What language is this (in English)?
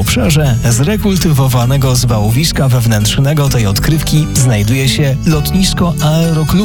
Polish